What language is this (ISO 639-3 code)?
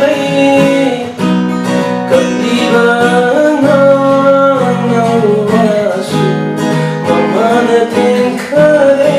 mni